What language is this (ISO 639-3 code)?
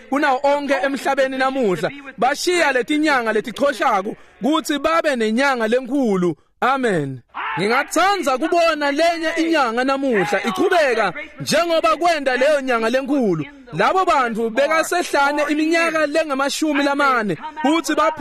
ssw